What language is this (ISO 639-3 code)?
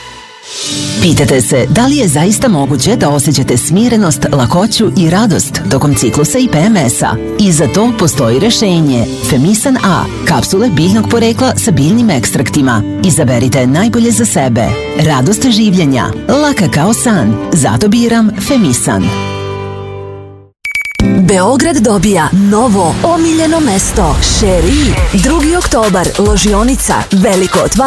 srp